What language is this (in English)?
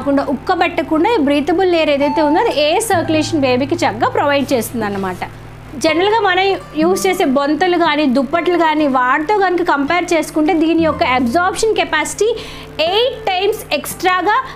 Telugu